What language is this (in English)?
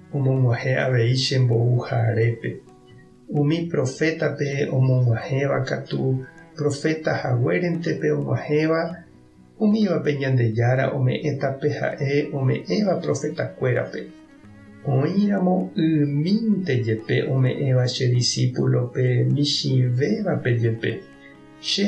Guarani